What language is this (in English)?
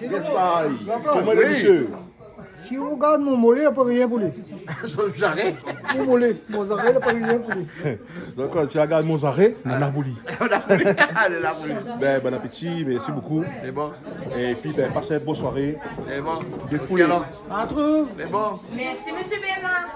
Réunion Creole French